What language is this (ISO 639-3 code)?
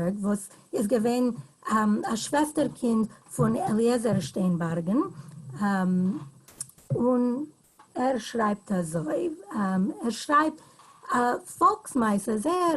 yid